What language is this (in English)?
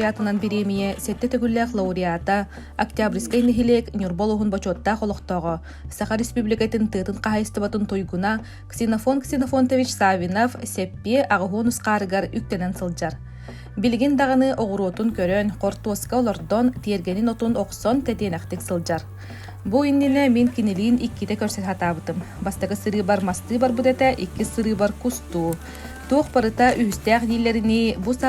Yakut